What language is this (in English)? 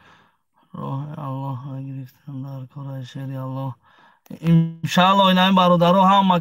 Tajik